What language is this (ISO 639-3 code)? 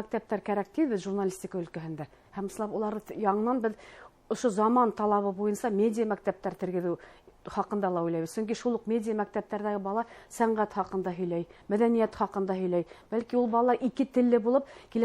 bak